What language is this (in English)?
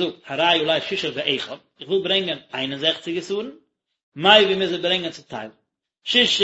Yiddish